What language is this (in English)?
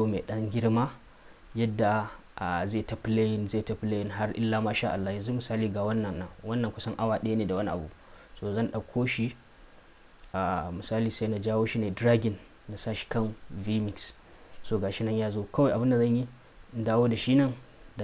Hausa